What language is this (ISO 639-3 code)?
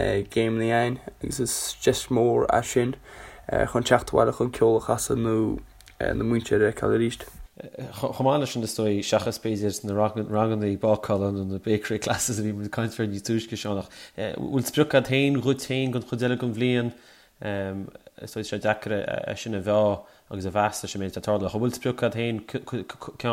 gle